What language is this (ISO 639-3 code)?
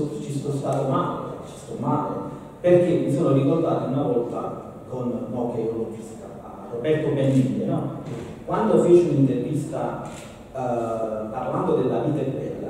ita